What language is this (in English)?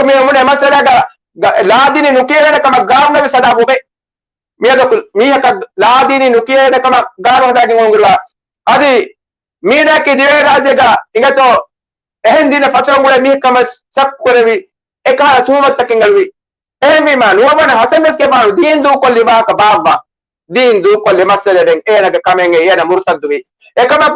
Divehi